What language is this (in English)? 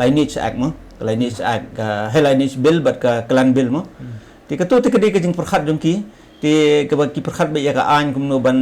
Khasi